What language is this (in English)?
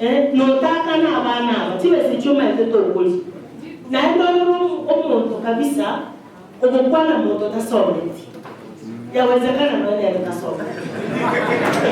Gusii